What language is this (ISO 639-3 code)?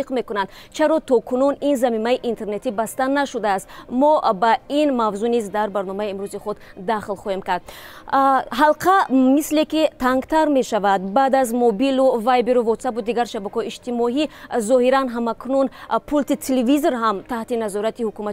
tgk